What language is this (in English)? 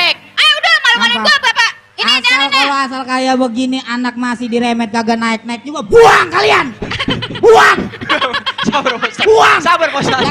Betawi